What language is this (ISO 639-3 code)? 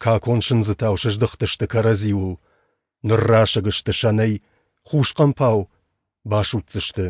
oss